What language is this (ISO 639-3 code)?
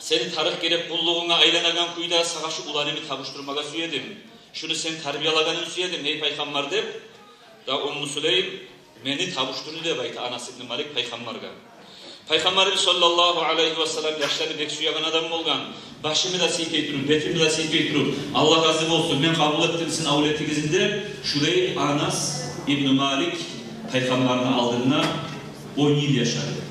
kum